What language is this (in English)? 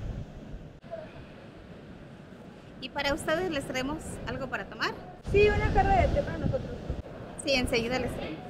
Spanish